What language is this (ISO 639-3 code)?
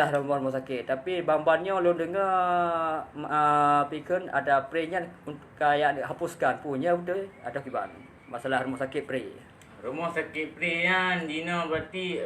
ace